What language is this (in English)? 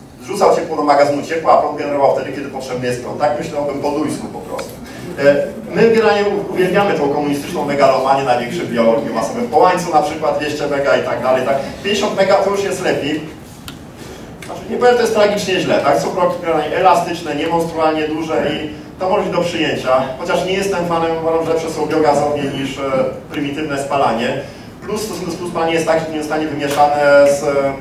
Polish